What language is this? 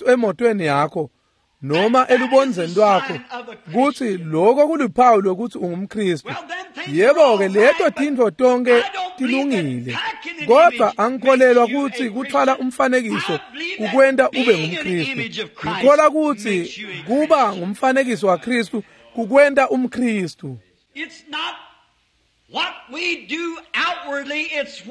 Swati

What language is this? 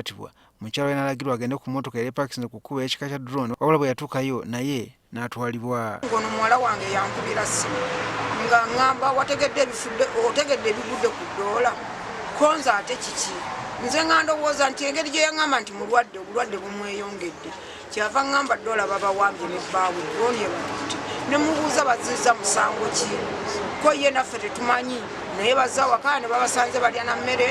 Ganda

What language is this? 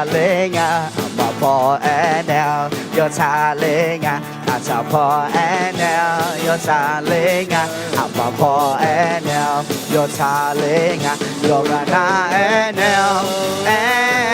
Akha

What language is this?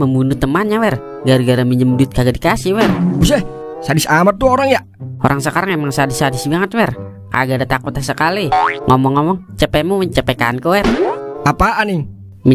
Betawi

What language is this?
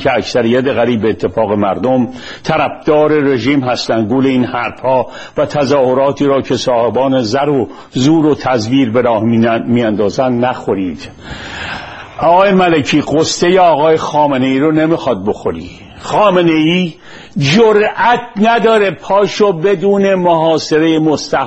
Persian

